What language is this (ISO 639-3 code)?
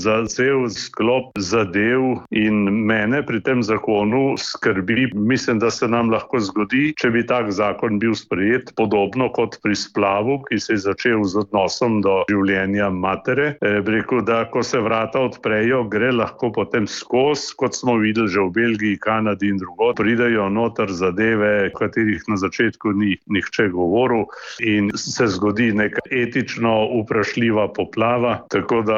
slv